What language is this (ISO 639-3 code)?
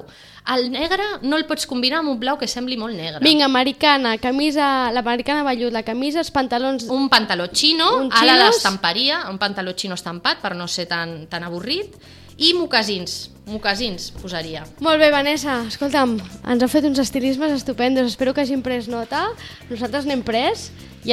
cat